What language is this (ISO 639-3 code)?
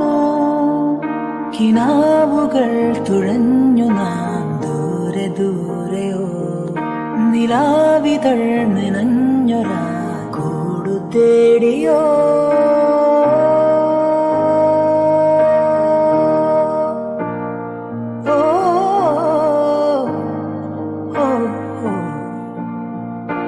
mal